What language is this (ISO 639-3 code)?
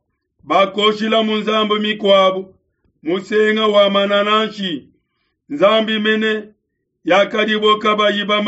lua